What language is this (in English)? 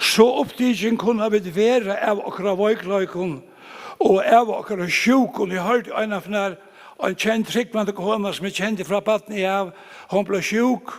Faroese